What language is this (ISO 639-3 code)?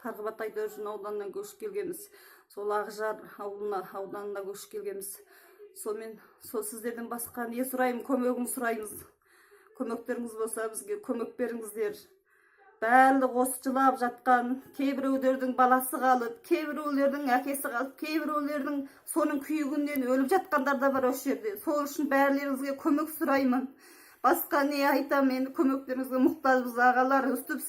kaz